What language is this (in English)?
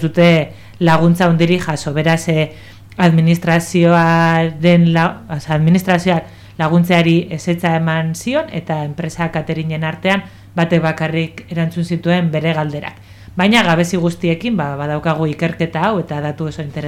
Basque